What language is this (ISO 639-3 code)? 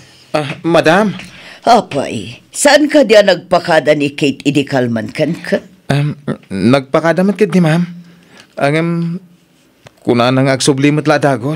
ilo